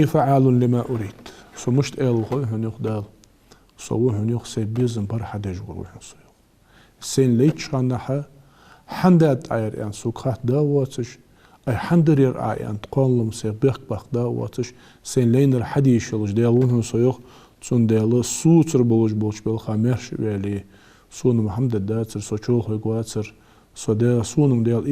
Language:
Ingush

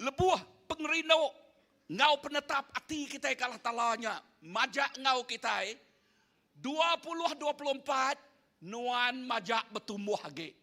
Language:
Iban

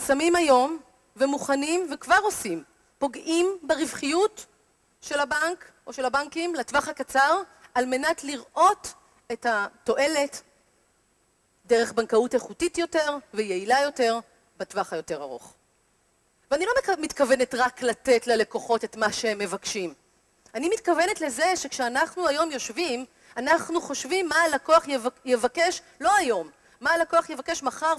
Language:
Hebrew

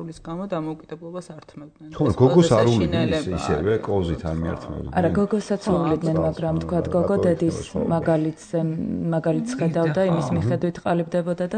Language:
Georgian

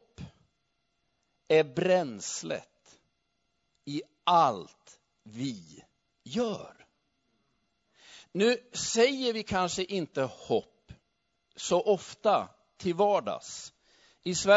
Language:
Swedish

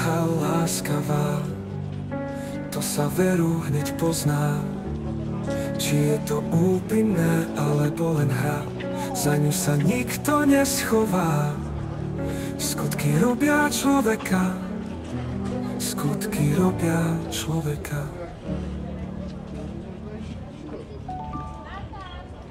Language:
Slovak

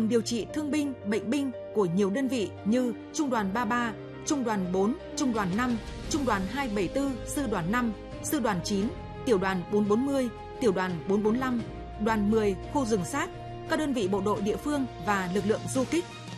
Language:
Vietnamese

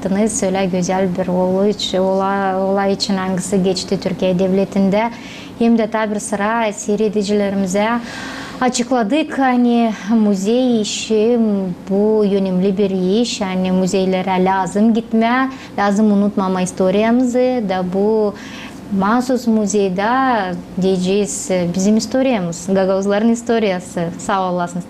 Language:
Gagauz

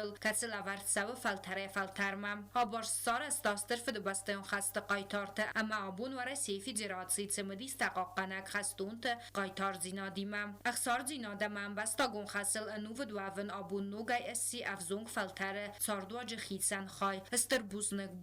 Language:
Ossetic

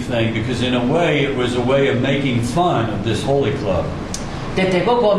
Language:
Lahu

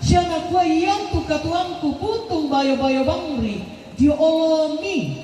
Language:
Toraja-Sa'dan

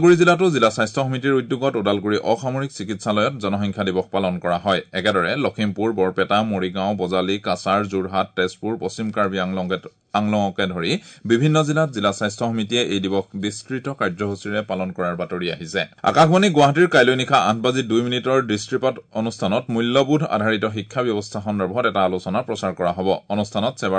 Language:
Assamese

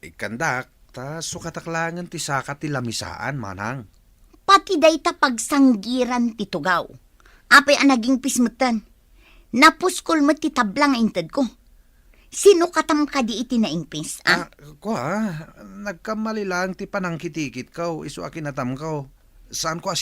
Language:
Iloko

